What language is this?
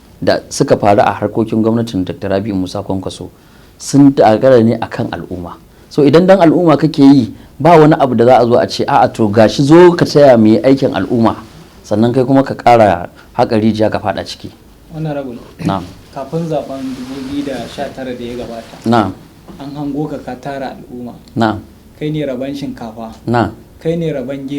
Hausa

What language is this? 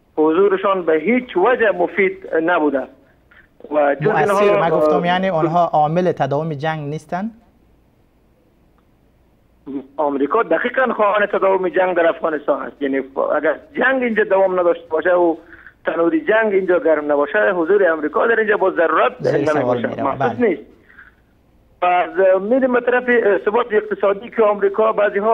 Persian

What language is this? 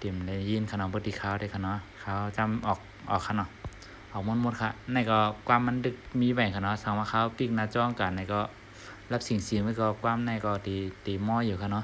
Shan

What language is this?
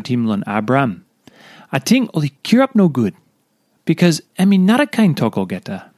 Tok Pisin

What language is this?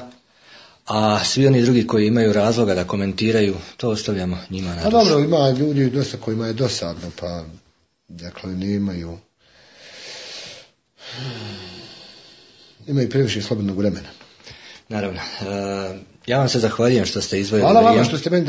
Bosnian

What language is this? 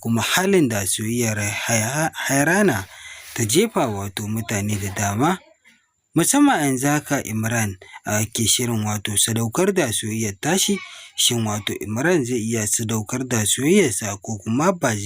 Hausa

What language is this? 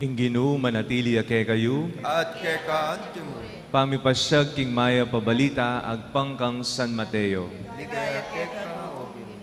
Pampanga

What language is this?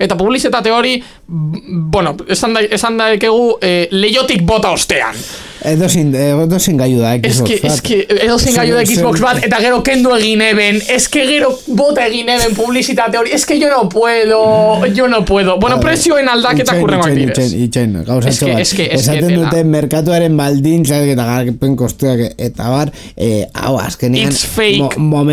Basque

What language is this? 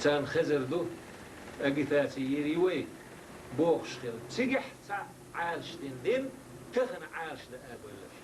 Chechen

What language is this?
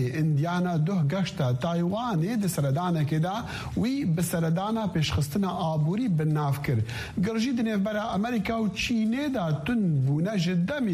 Kurdish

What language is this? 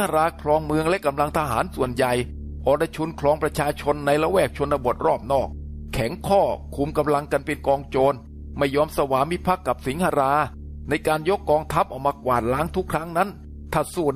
Thai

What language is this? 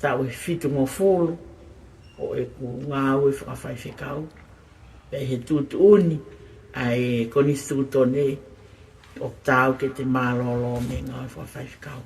Tongan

